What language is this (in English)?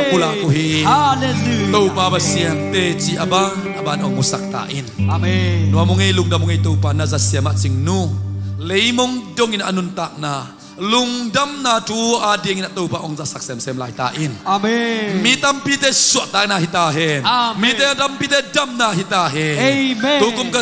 Tedim Chin